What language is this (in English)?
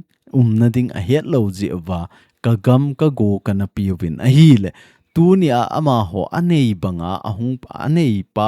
Thado Chin